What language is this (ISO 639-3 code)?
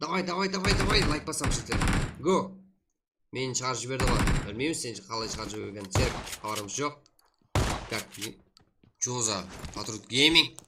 kaa